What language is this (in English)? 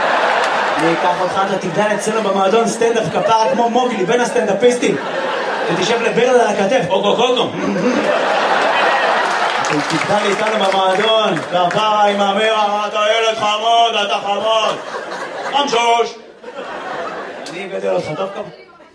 Hebrew